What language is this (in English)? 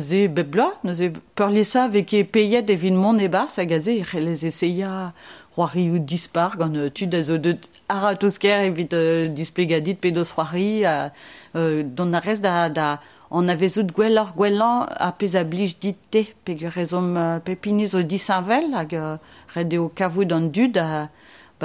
Breton